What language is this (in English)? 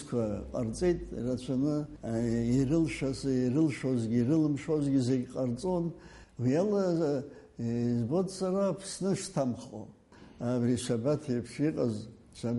Abkhazian